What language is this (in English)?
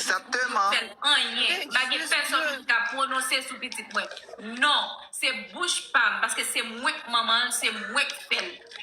Haitian Creole